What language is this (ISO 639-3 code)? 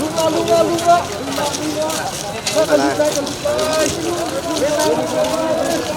cnh